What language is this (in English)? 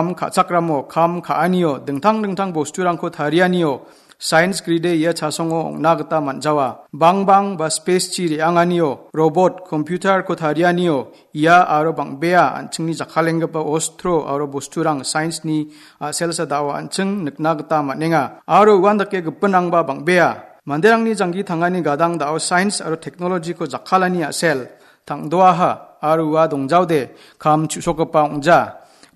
Garo